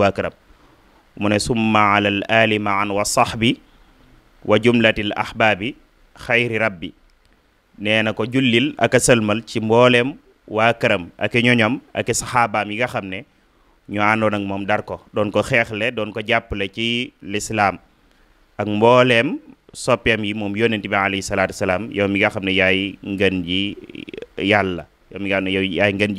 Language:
Wolof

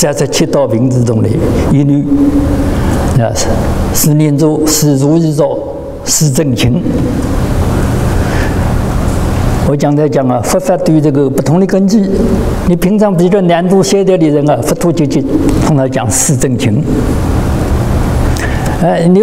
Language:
Chinese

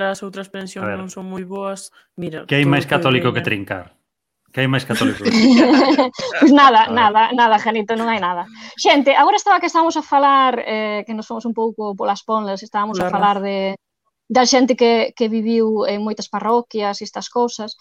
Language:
Galician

